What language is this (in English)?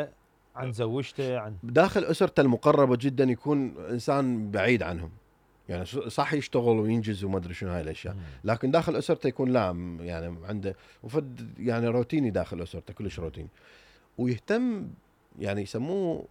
Mesopotamian Arabic